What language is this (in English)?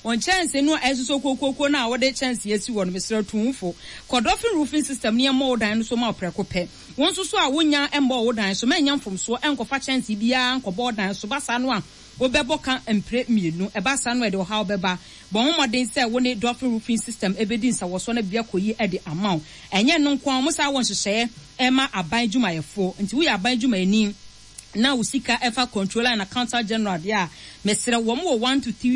Akan